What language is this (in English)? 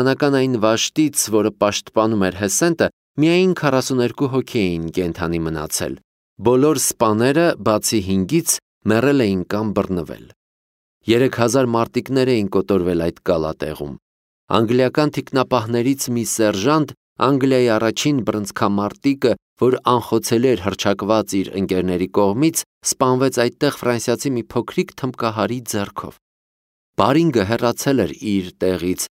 Armenian